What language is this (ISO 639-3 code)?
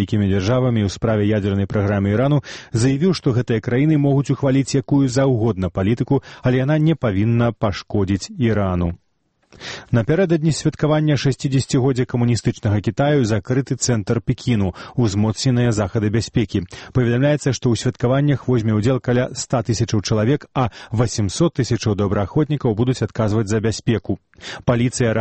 bel